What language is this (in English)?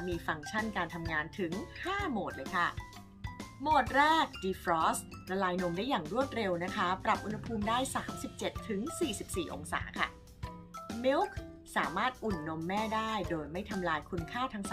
Thai